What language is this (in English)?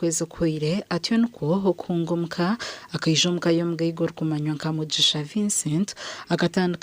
Nyankole